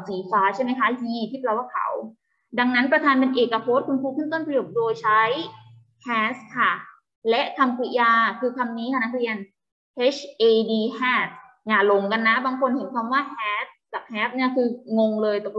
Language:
Thai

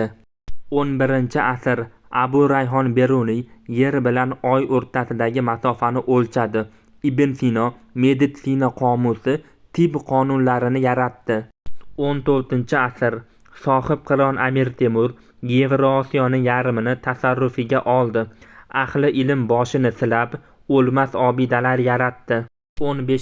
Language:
Uzbek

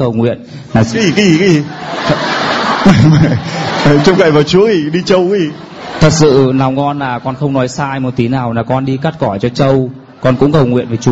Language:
Vietnamese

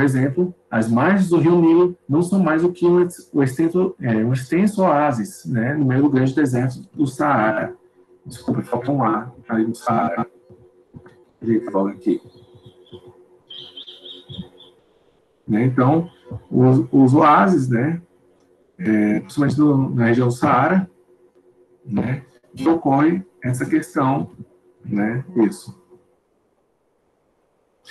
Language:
Portuguese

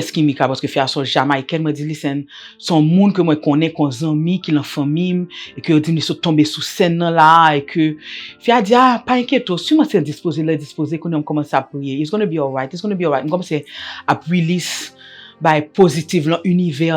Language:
Haitian Creole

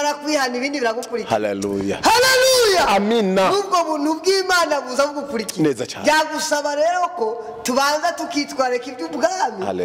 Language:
Rundi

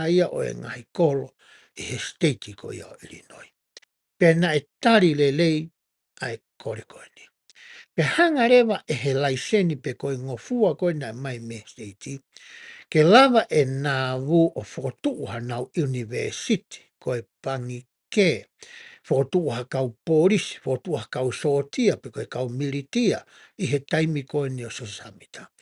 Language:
Tongan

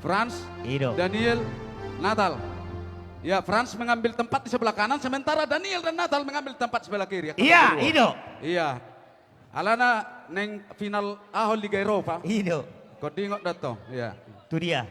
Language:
Batak Toba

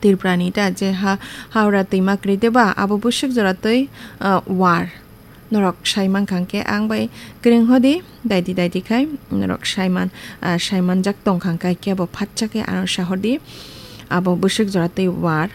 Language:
Kok Borok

